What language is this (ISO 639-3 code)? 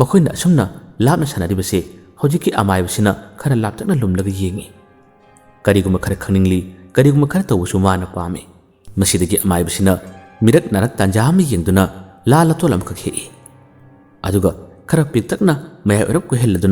mni